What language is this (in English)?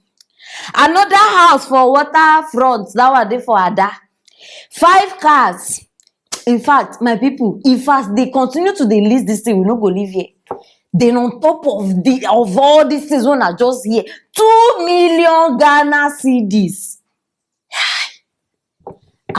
Nigerian Pidgin